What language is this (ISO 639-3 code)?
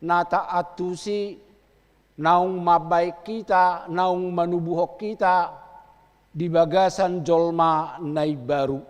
bbc